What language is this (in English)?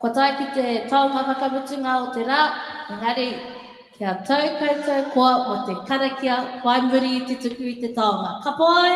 Māori